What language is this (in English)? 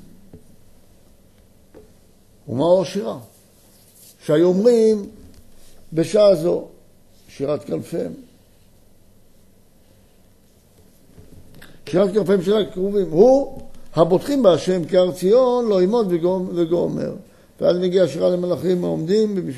Hebrew